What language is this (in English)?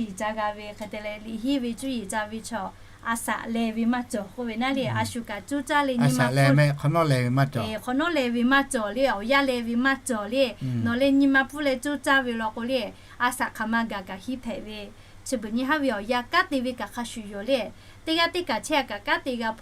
Lahu